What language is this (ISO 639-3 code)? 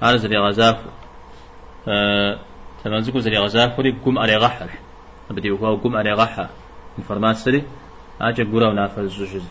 kbd